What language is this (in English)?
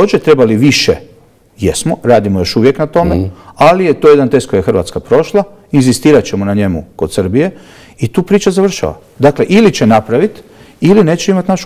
Croatian